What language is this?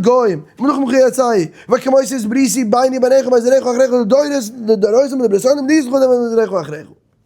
Yiddish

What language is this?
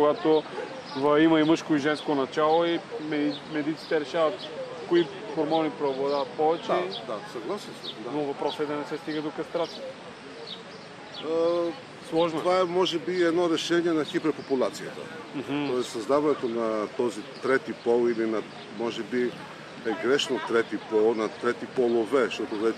Bulgarian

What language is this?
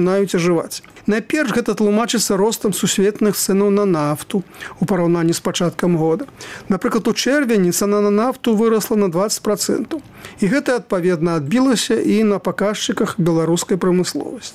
Belarusian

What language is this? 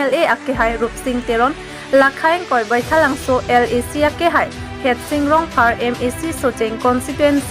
Karbi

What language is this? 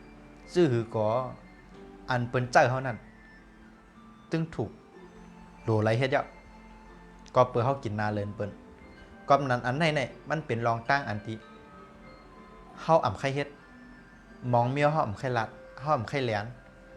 Shan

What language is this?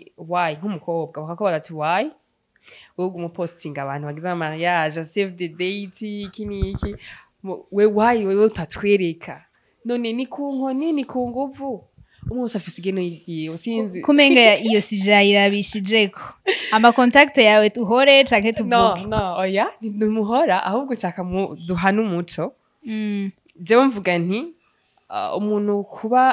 Rundi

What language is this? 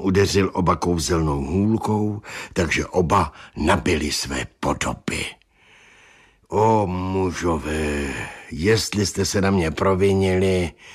Czech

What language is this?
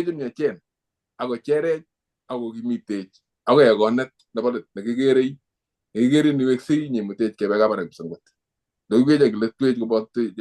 Kalenjin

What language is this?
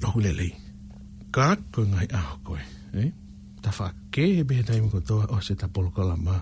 Tongan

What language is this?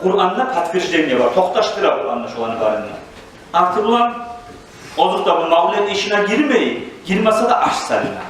Kumyk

